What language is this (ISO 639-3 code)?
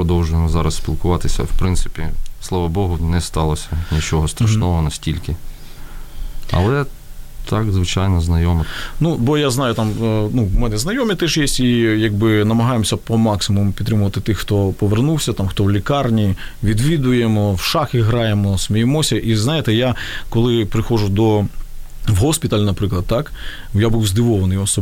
ukr